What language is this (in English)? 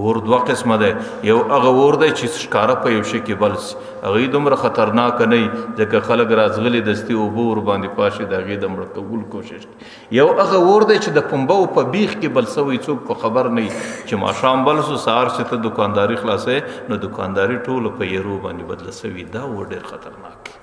Pashto